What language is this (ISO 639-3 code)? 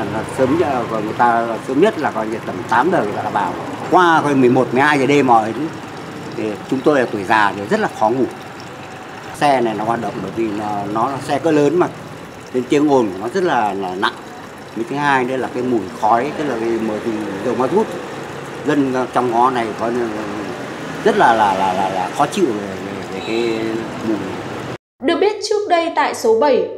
vie